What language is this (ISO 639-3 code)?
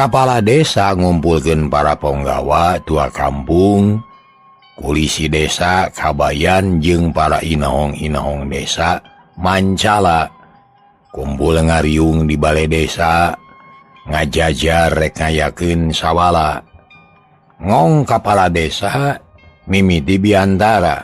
sun